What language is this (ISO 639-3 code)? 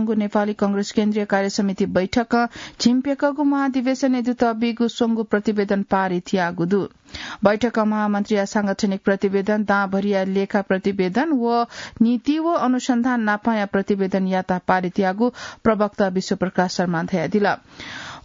new